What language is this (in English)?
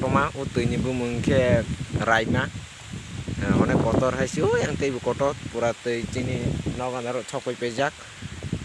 Kok Borok